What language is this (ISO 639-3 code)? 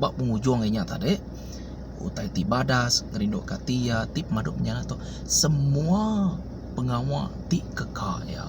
iba